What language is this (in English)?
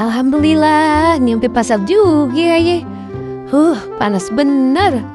Betawi